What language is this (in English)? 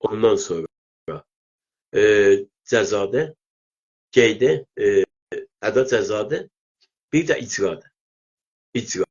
South Azerbaijani